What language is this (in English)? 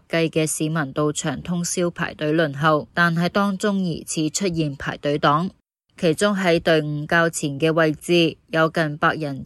Cantonese